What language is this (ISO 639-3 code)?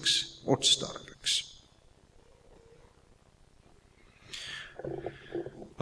est